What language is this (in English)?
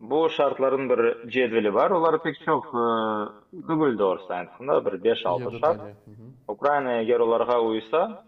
Crimean Tatar